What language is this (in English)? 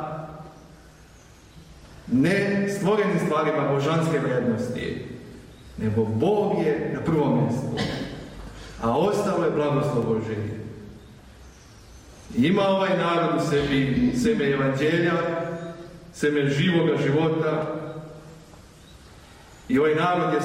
Serbian